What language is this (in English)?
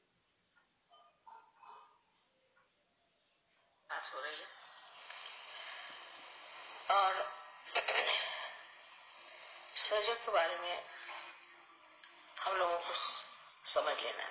Marathi